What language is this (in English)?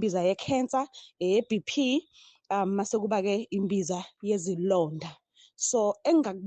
Zulu